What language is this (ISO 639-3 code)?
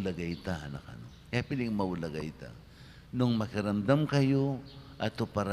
pam